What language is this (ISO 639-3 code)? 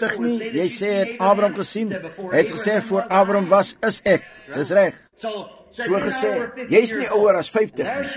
afr